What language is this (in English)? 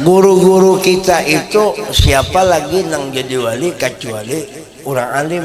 Banjar